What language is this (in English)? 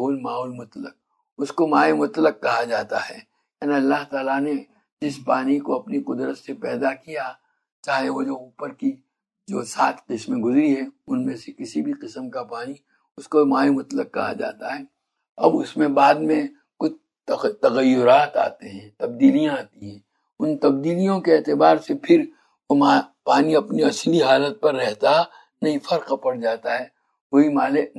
Urdu